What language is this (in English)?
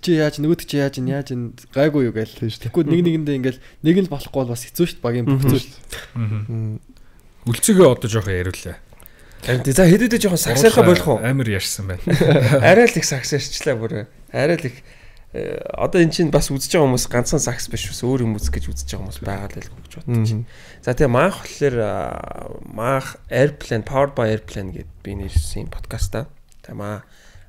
Mongolian